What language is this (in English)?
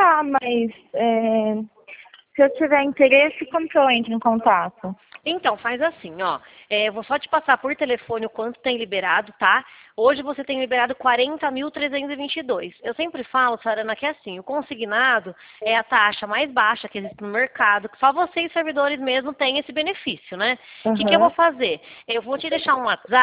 Portuguese